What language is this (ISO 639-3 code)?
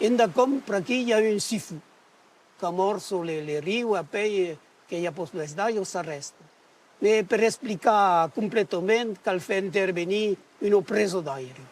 oci